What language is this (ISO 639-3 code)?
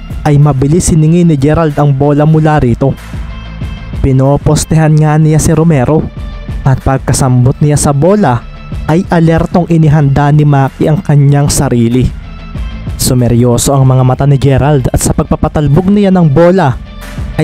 fil